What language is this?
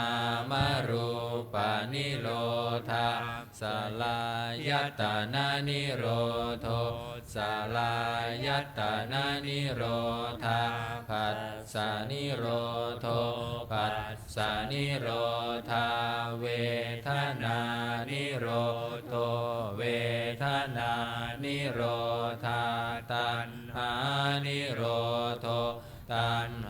Pali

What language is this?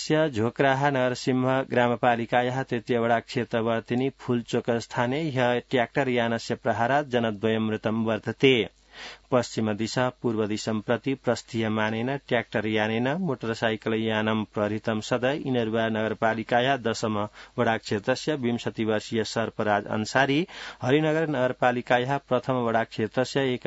Sanskrit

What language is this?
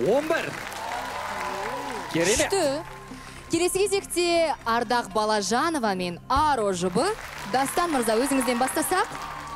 Kazakh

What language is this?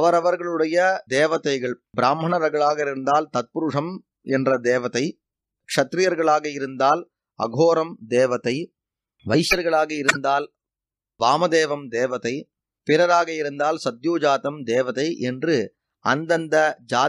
Tamil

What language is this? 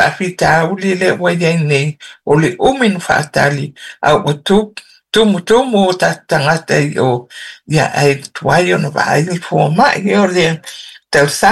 Samoan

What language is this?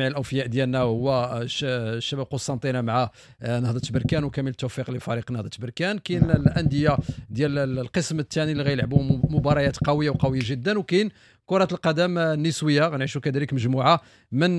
Moroccan Arabic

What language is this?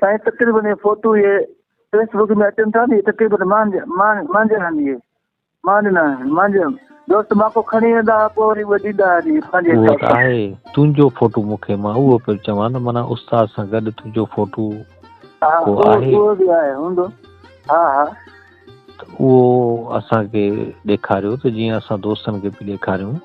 Sindhi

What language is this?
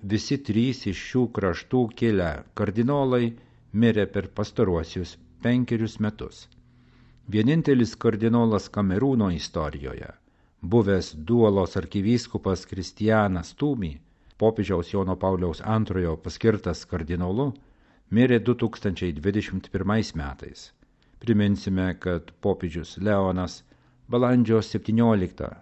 Lithuanian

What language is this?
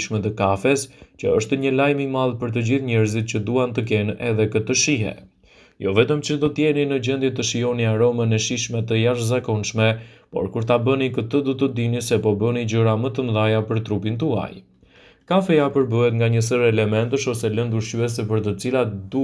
Albanian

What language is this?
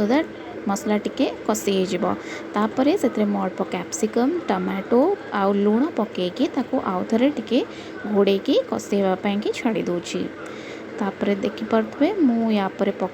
Odia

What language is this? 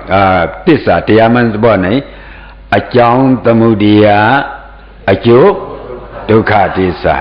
Shan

